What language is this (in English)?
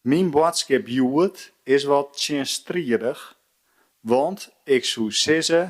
Western Frisian